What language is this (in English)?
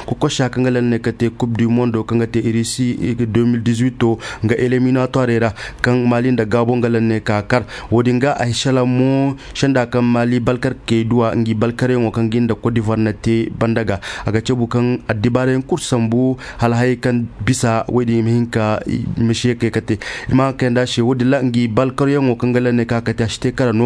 Koyraboro Senni